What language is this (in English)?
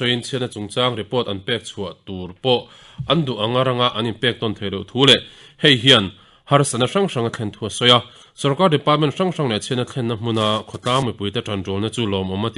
Mizo